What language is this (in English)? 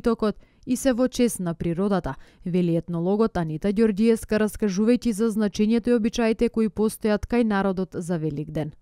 Macedonian